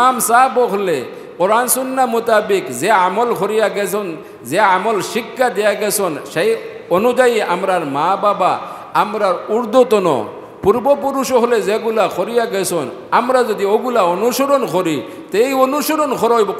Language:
Sylheti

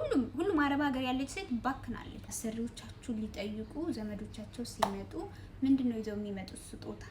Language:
Amharic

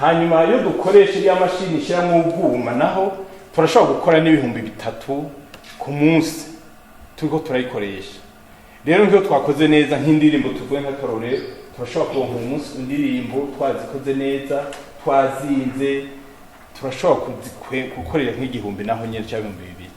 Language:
Rundi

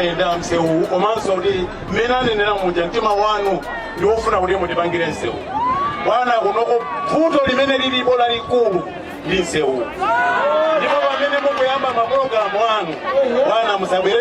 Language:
Nyanja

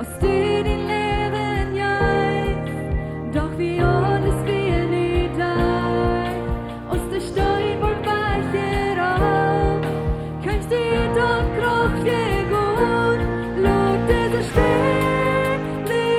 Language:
Plautdietsch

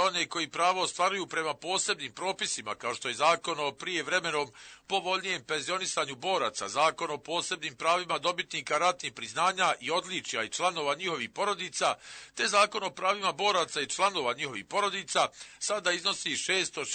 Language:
Croatian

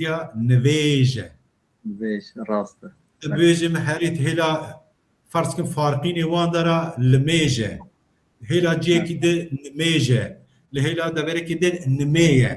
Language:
Kurdish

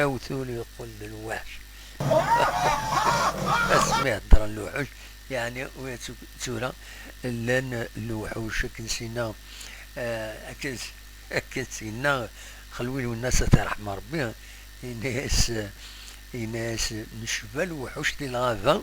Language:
Kabyle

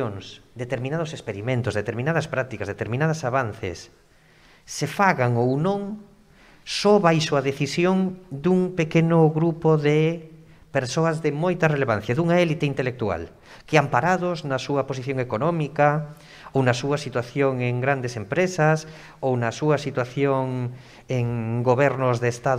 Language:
Galician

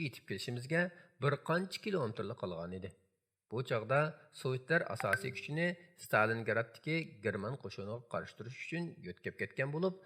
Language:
Uyghur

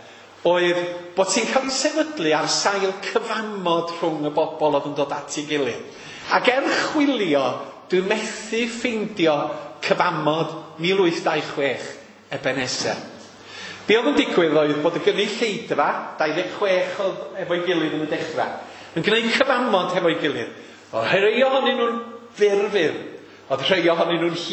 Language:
Welsh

